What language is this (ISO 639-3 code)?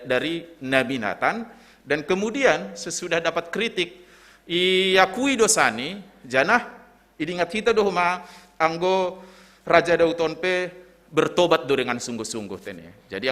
bts